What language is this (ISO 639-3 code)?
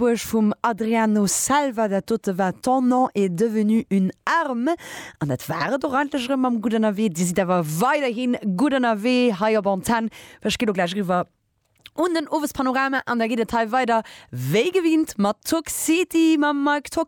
ltz